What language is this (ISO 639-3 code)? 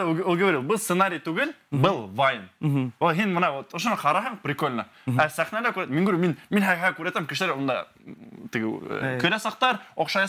bak